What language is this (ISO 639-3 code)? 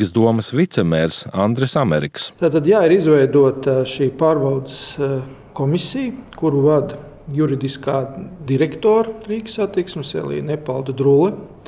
lav